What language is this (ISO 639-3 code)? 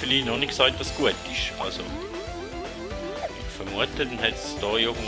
gsw